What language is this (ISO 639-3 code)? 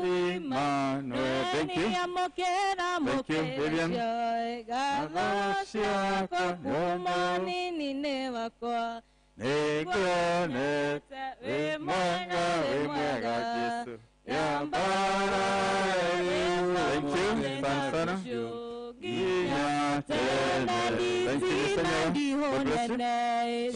kik